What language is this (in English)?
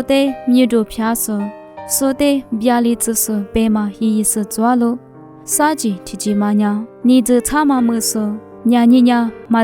Lisu